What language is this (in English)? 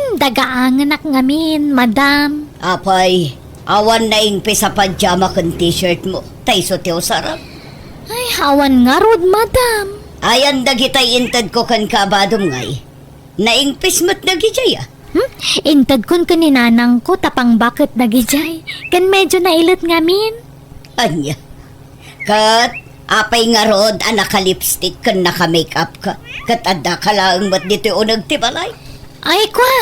Iloko